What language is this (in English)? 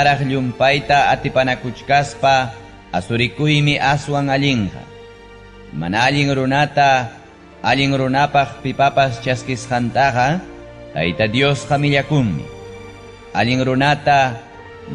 Ayacucho Quechua